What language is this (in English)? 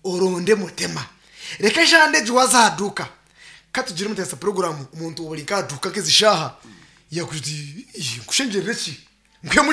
Nyankole